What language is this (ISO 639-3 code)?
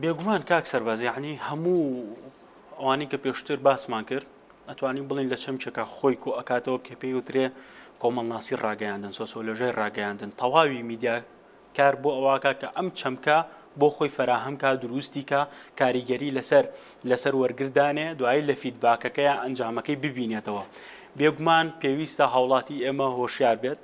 ckb